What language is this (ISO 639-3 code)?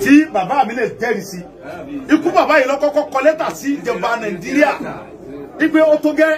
yor